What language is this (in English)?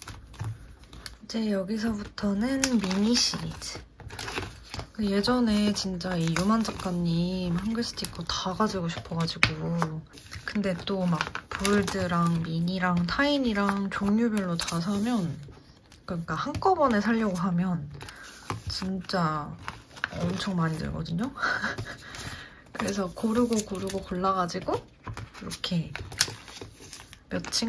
Korean